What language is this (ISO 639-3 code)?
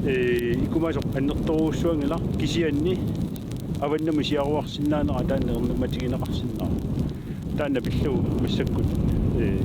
kal